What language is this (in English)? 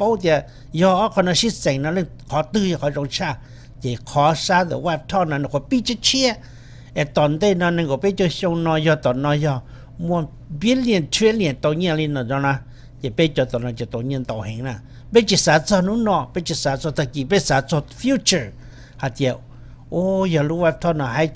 Hmong